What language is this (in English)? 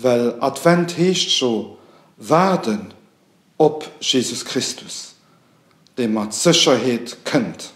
Luxembourgish